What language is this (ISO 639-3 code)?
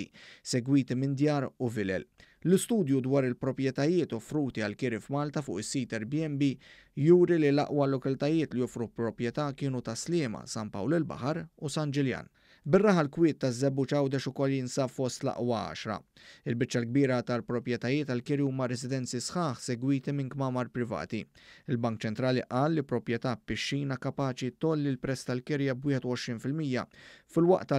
mlt